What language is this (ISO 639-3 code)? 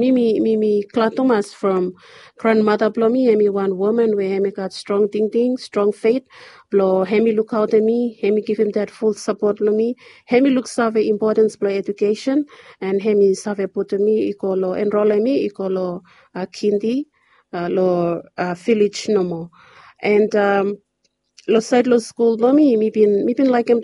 bis